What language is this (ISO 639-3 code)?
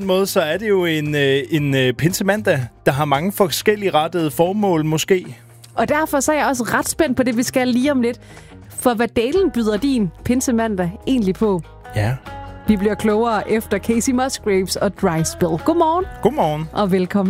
dan